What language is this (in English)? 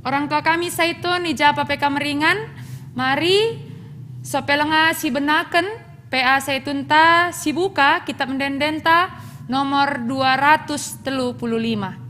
Batak Karo